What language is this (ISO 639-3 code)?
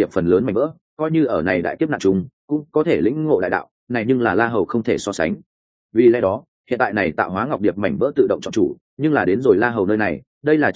vie